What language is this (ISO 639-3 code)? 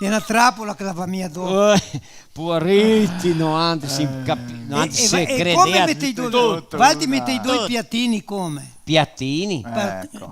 vec